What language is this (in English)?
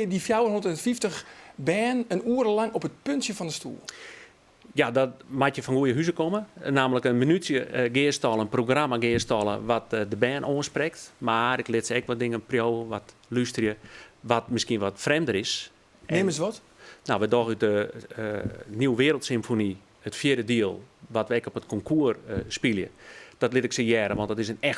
Western Frisian